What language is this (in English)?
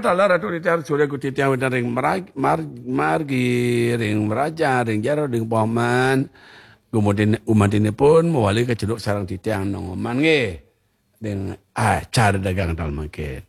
Balinese